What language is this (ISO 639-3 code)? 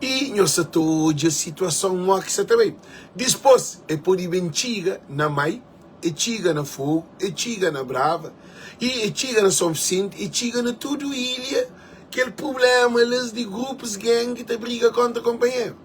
kea